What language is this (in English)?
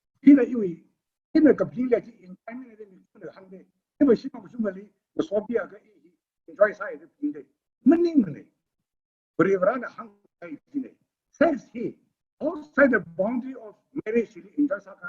Tangkhul Naga (India)